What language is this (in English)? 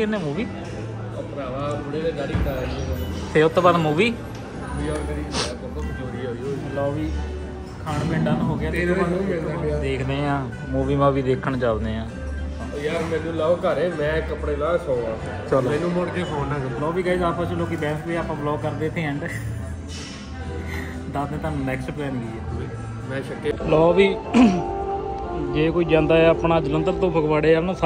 Punjabi